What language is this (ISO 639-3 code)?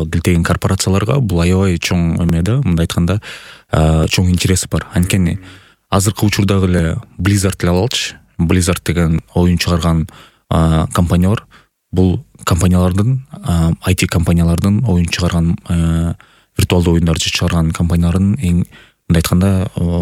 kir